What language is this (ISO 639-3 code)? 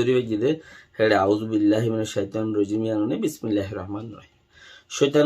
rhg